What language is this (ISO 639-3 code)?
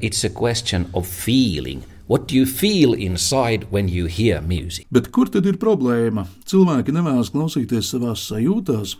lav